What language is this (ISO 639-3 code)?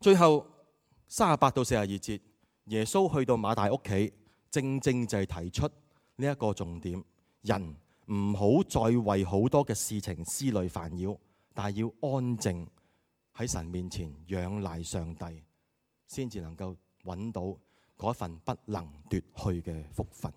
yue